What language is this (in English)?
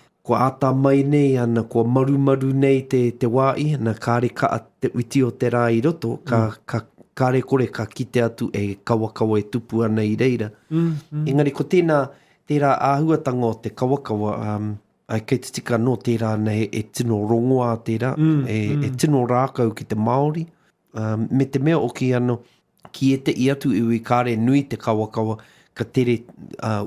Māori